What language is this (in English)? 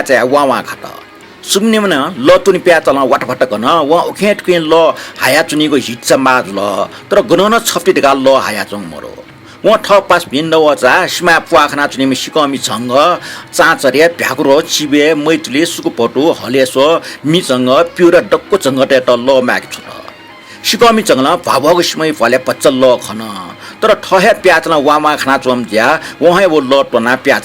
Newari